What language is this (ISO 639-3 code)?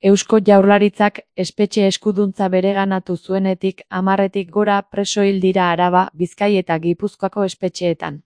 eus